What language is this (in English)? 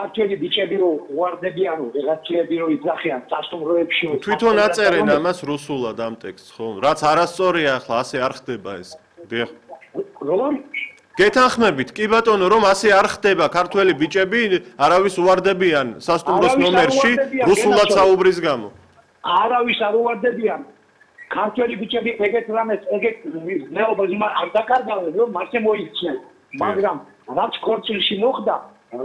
Georgian